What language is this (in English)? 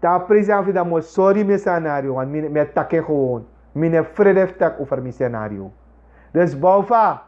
Sranan Tongo